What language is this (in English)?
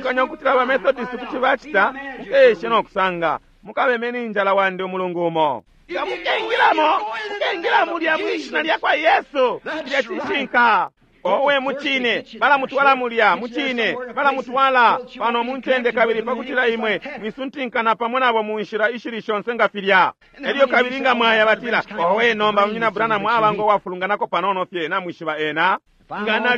Bemba